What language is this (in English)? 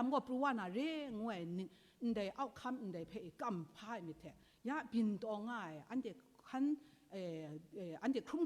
Kachin